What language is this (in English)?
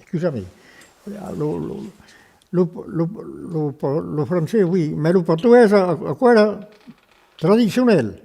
Occitan